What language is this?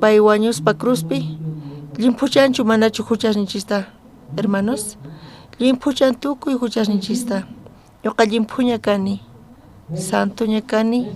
South Bolivian Quechua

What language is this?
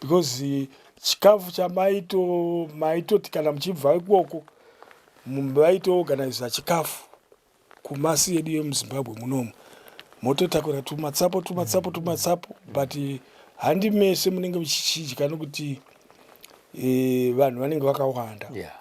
Shona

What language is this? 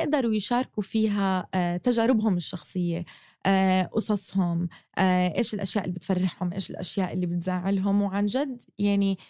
North Levantine Arabic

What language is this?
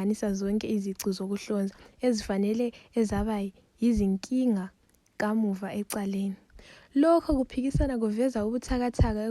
Zulu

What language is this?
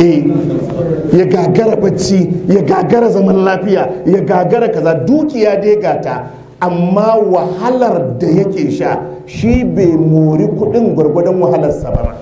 Hausa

